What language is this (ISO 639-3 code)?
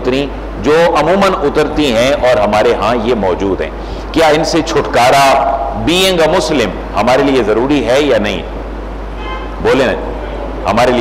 urd